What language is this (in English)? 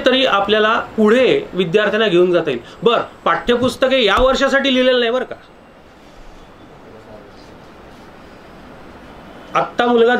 Marathi